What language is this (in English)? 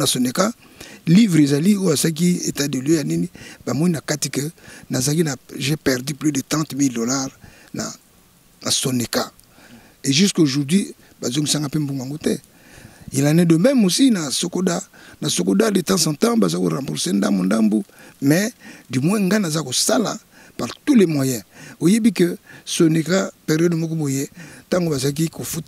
Lingala